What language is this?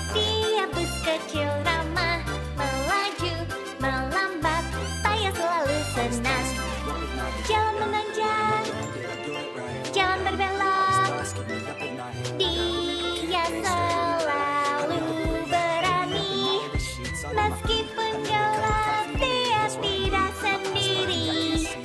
Indonesian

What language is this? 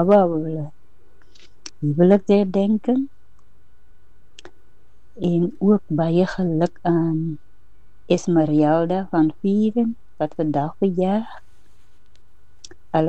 Afrikaans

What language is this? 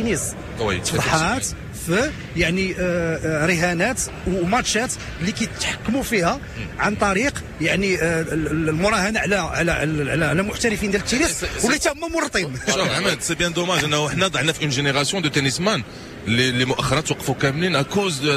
Moroccan Arabic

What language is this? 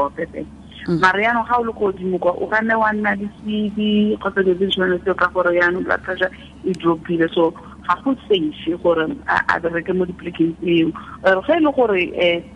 Tswana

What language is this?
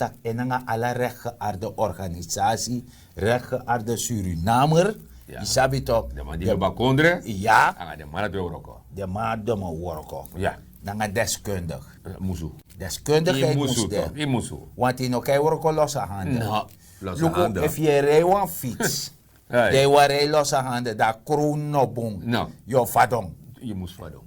Sranan Tongo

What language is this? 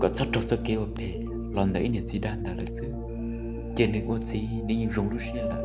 Hmong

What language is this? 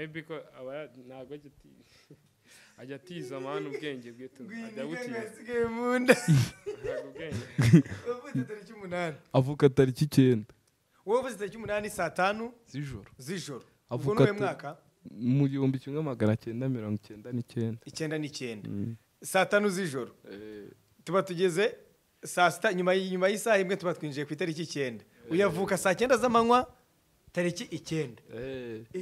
Kinyarwanda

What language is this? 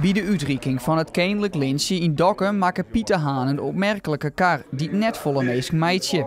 Western Frisian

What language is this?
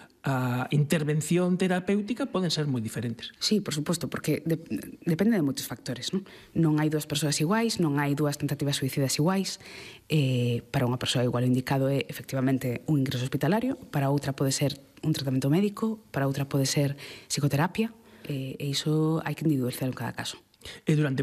Galician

